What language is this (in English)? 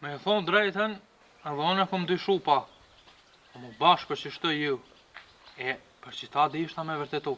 Albanian